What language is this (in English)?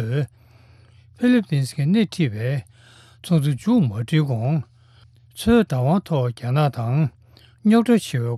Tibetan